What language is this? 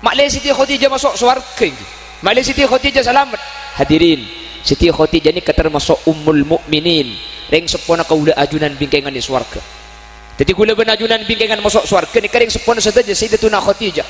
Madurese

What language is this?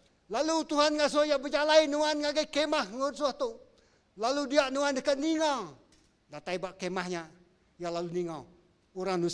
Iban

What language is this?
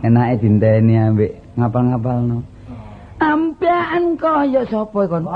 Javanese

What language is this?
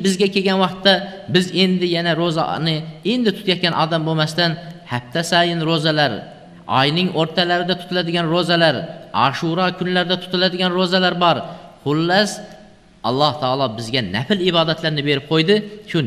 Uzbek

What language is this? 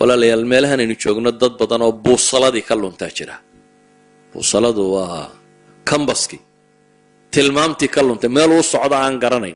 Somali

